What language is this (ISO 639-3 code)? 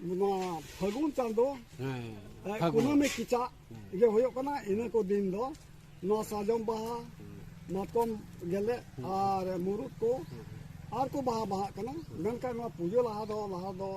sat